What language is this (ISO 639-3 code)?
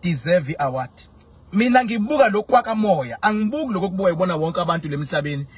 zul